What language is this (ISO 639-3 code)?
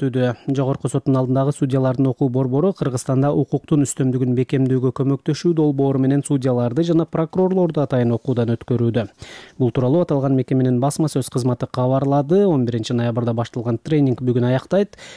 kir